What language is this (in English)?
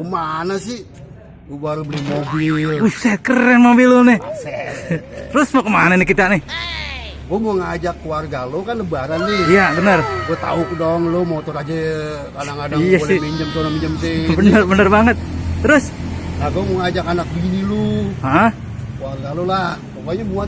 Betawi